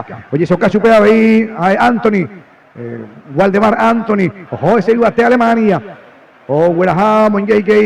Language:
Guarani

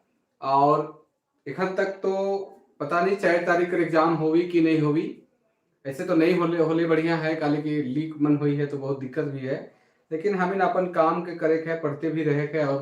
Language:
Sadri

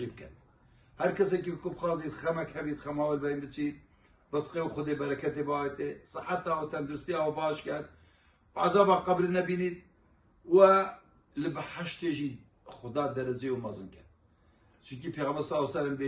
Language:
Kurdish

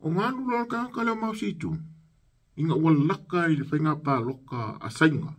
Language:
Samoan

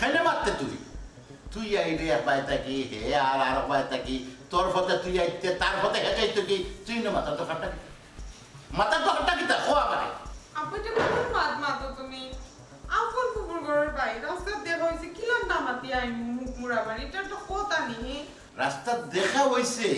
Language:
Sylheti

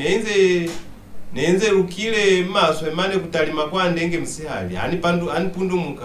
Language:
Lozi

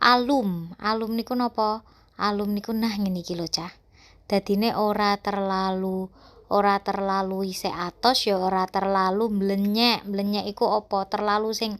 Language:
Javanese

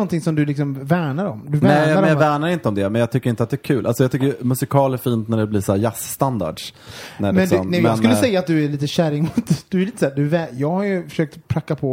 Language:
Swedish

